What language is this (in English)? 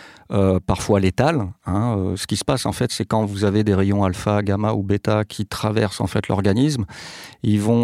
French